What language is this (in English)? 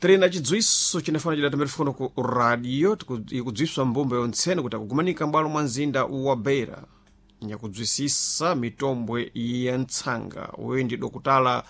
Sena